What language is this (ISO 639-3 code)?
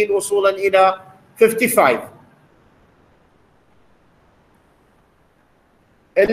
ara